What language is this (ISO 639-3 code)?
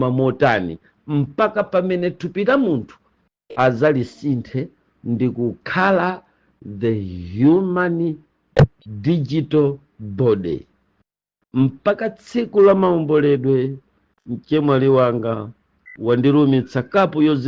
nya